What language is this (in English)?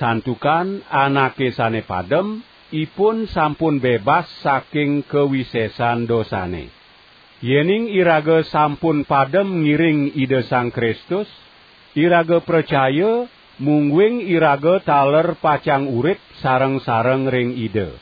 Balinese